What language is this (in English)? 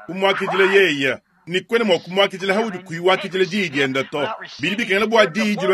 Luba-Lulua